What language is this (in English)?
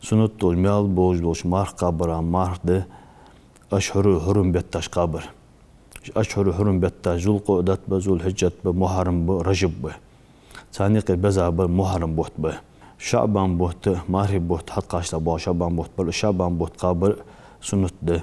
Ingush